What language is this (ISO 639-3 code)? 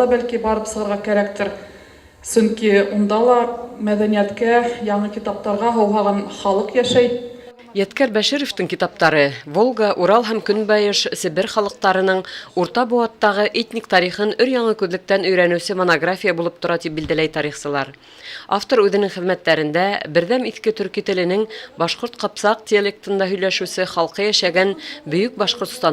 bak